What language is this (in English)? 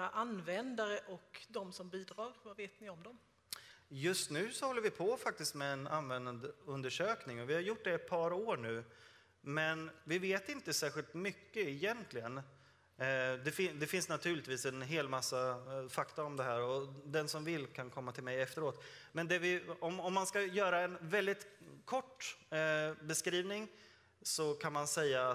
Swedish